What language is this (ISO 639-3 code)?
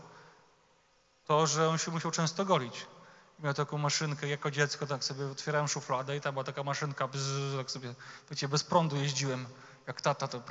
pol